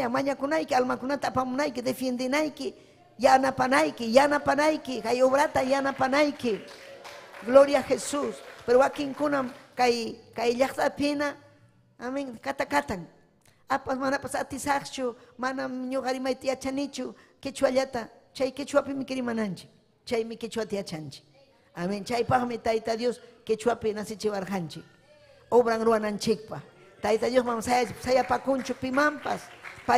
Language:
Ayacucho Quechua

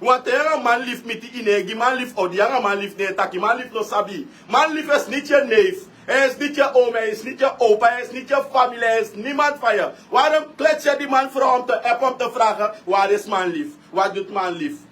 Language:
Sranan Tongo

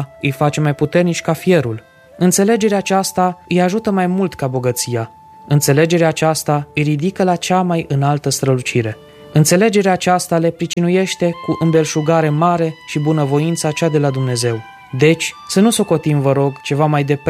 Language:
Romanian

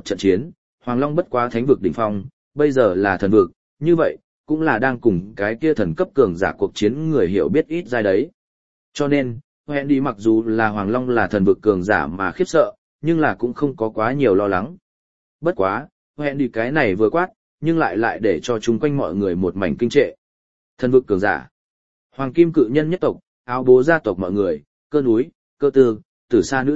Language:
Vietnamese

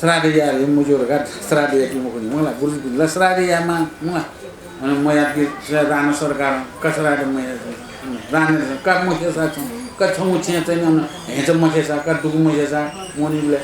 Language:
Newari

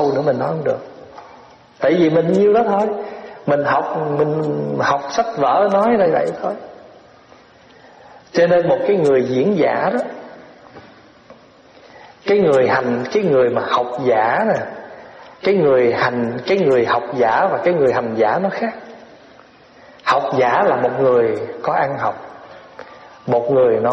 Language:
Vietnamese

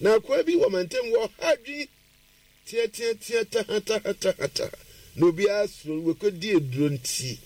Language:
Akan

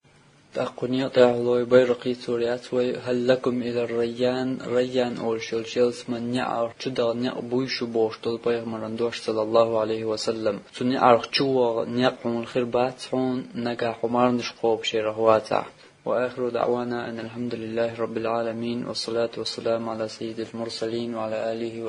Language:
Chechen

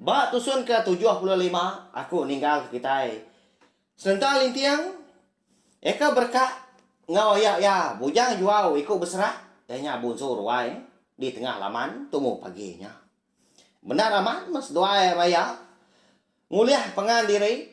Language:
Iban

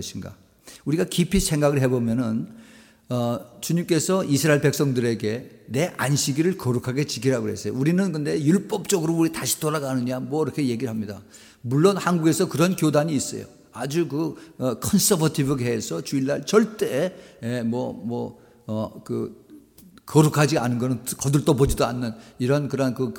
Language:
Korean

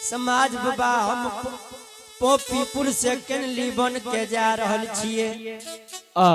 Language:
Angika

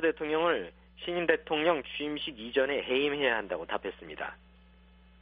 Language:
Korean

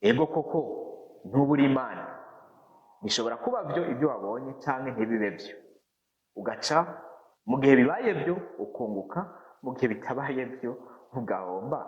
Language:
Rundi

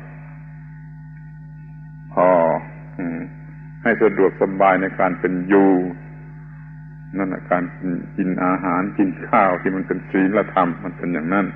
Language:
Thai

